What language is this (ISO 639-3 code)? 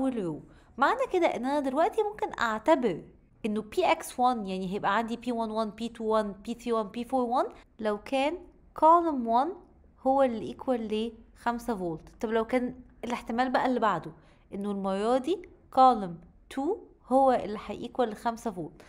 arz